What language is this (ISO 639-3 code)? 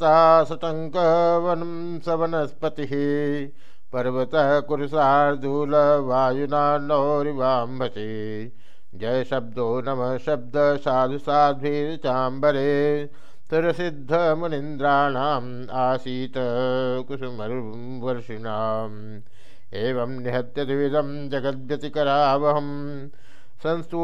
san